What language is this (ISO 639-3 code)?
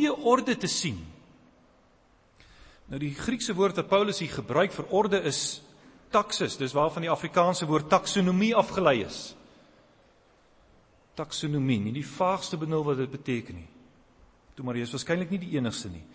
afr